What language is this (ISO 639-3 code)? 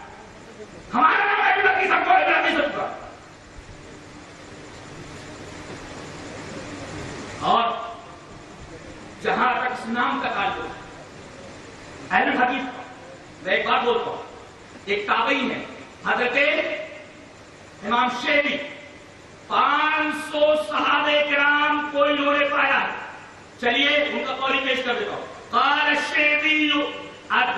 urd